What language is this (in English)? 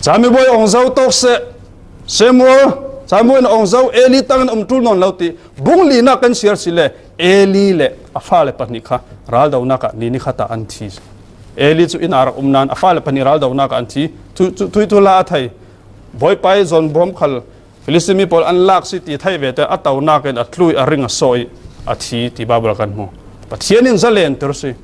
Falam Chin